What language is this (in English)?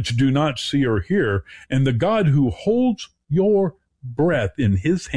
English